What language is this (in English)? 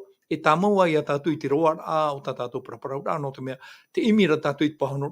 Tahitian